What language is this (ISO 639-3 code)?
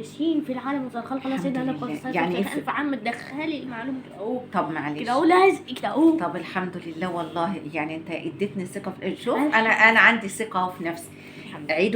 arz